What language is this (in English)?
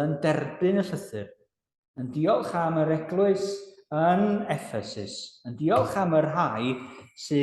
Welsh